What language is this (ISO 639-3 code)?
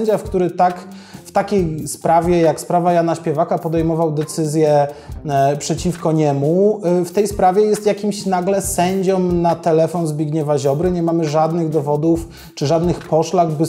pol